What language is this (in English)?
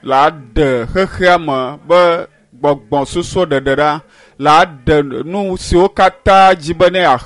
Ewe